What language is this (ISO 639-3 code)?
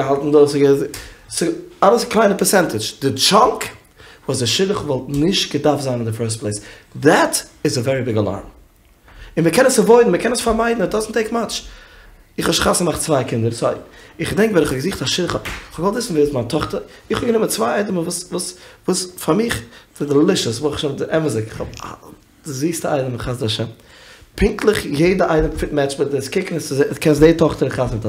yid